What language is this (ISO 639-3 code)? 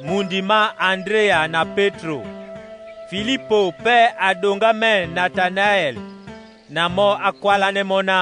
dua